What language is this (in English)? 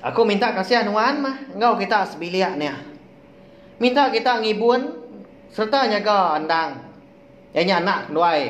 Iban